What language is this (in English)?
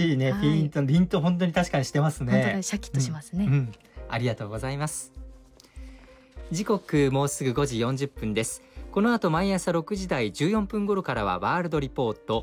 Japanese